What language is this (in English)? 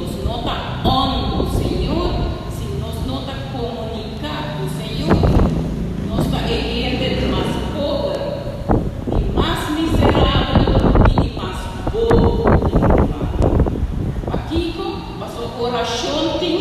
Papiamento